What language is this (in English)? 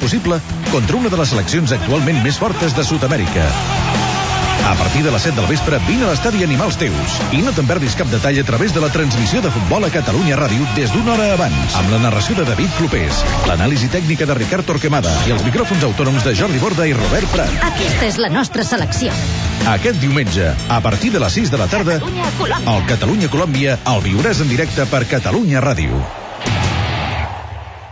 Catalan